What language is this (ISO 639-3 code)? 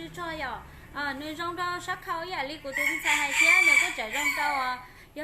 hmn